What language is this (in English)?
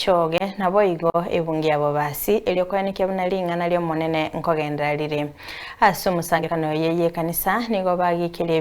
Gusii